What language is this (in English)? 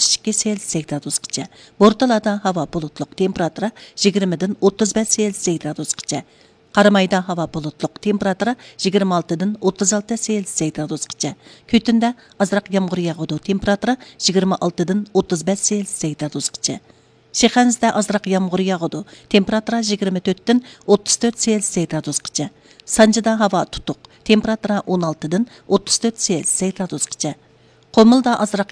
Uyghur